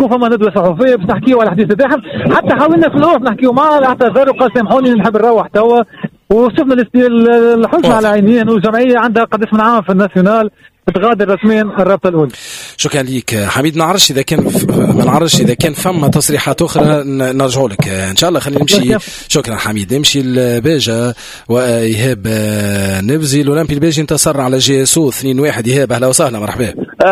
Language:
Tunisian Arabic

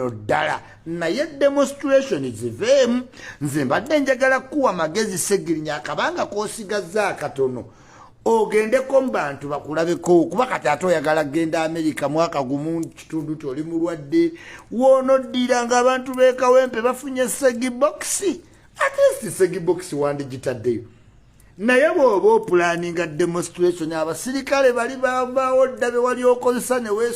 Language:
Ganda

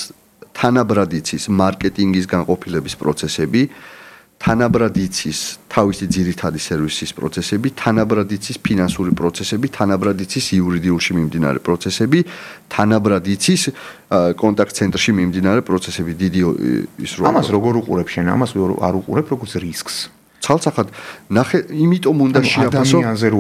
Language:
Georgian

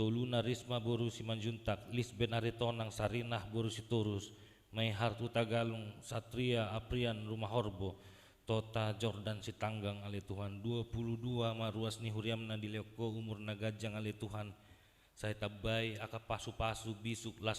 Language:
Batak Toba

